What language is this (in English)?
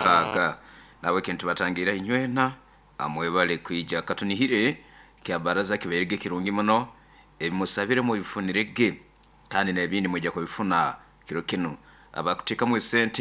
Nyoro